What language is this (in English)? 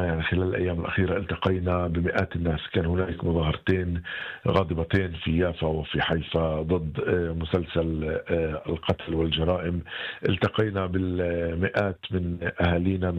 North Levantine Arabic